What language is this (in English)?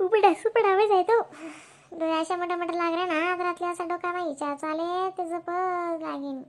Khandesi